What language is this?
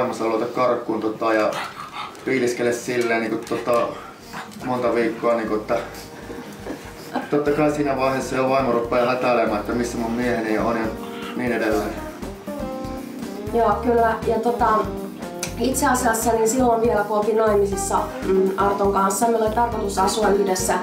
Finnish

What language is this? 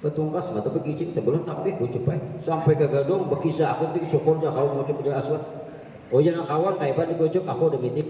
Banjar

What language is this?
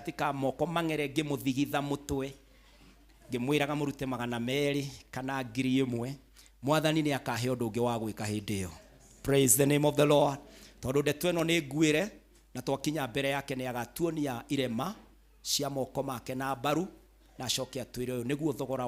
Kikuyu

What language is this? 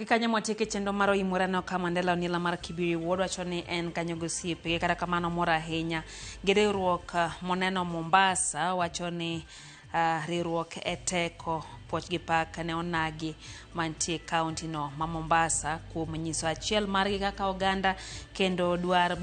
Luo (Kenya and Tanzania)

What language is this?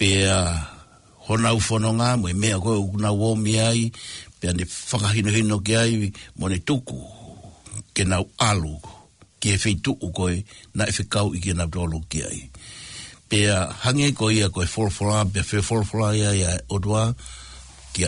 Tongan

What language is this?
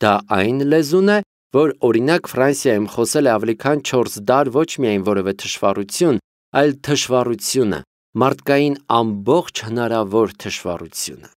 Armenian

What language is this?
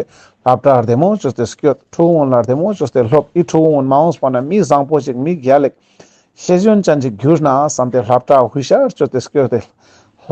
Ladakhi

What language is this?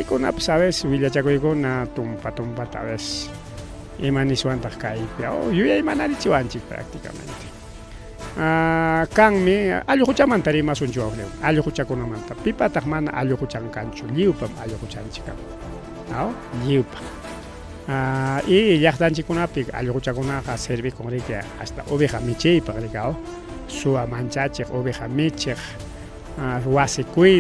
Ayacucho Quechua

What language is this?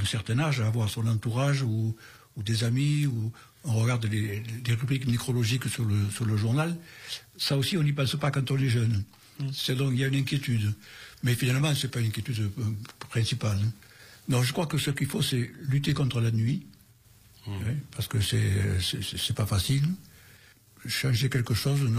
French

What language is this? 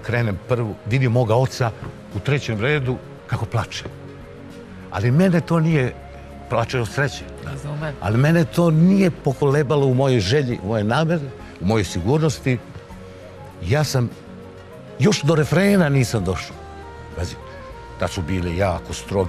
Serbian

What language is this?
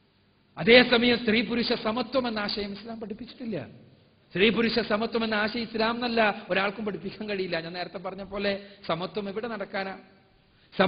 Malayalam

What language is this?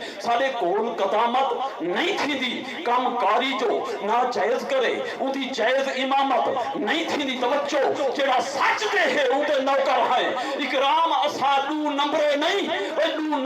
Saraiki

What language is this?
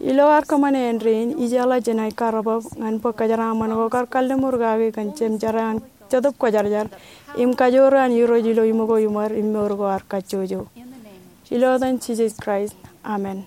Marshallese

